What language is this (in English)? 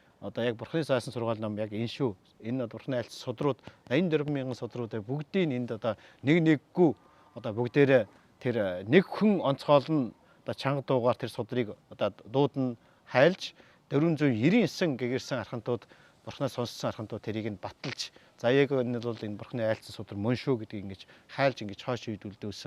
Mongolian